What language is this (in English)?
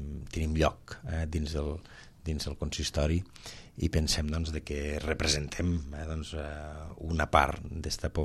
Catalan